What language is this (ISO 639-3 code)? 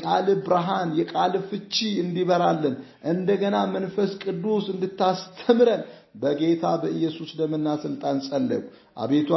amh